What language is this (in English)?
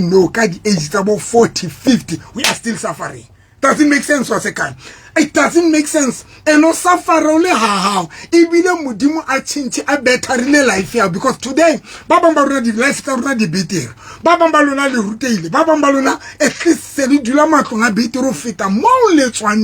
Southern Sotho